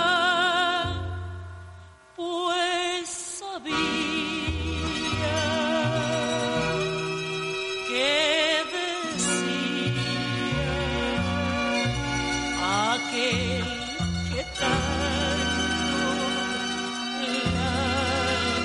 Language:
Catalan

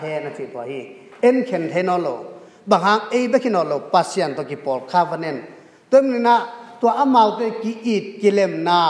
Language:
Tedim Chin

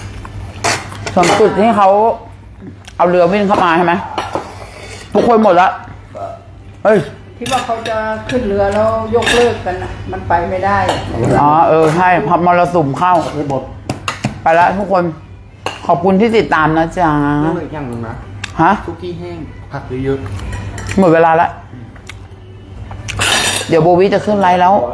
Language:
Thai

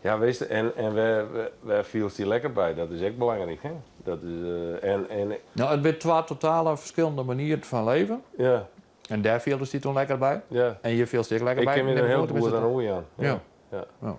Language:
Western Frisian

